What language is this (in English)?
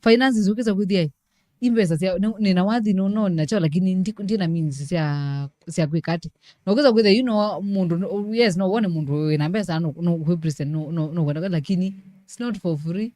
Kamba